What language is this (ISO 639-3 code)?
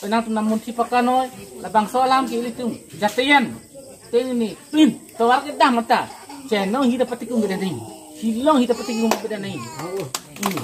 mjw